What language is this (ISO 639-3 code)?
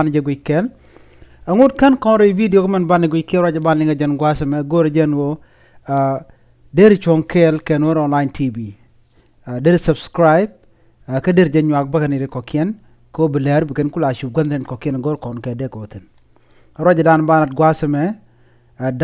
nus